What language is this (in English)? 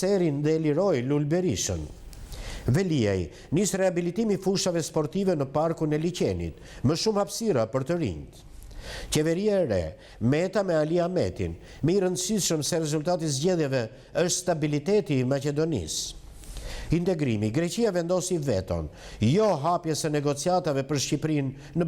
Albanian